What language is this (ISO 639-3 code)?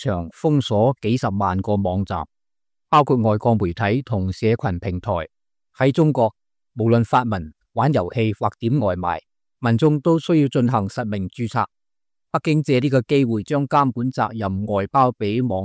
yue